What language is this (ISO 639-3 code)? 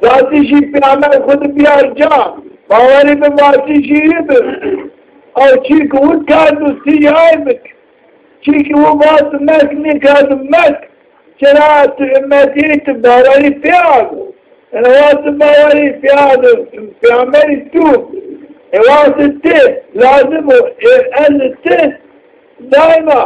zza